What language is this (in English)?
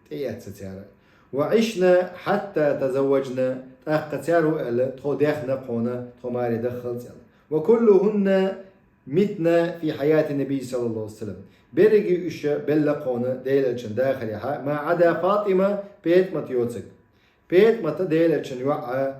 Chechen